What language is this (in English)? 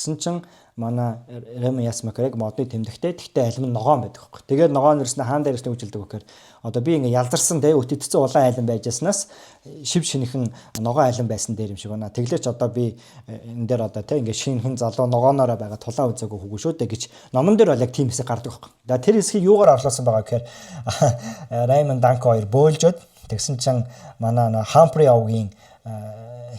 Mongolian